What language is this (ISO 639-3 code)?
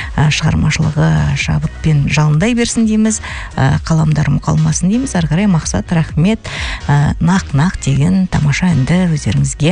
kaz